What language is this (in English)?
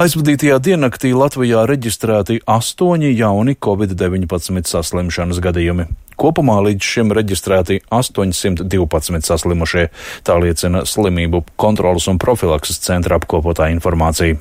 Latvian